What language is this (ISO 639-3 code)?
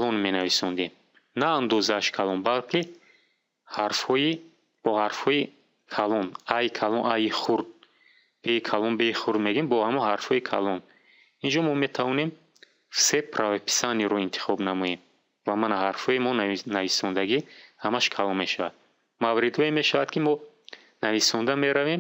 tgk